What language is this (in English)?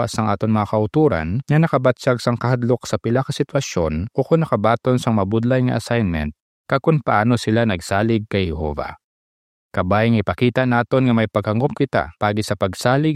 Hiligaynon